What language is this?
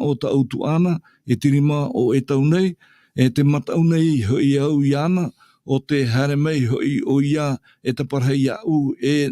Tahitian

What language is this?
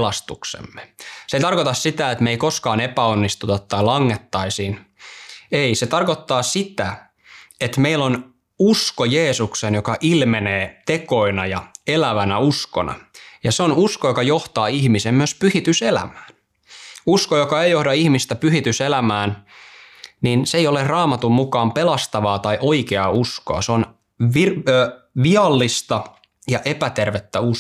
Finnish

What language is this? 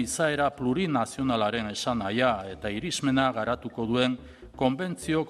Basque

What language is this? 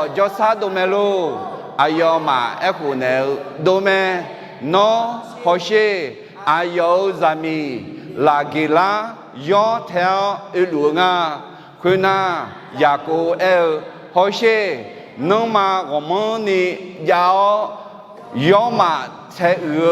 Akha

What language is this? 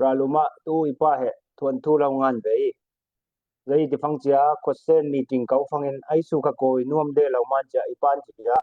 Falam Chin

